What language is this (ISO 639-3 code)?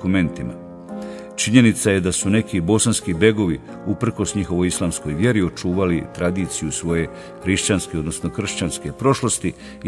bos